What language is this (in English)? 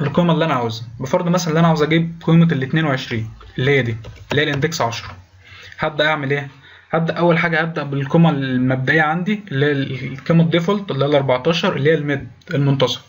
Egyptian Arabic